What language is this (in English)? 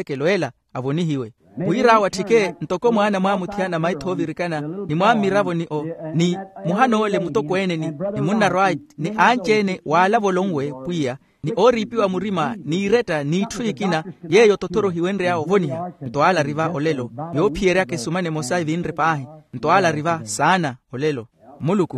Makhuwa